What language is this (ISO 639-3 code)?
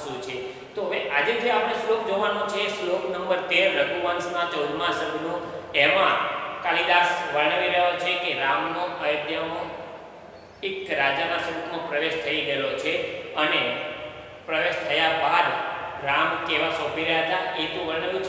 guj